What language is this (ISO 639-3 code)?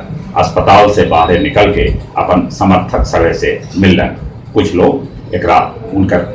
mag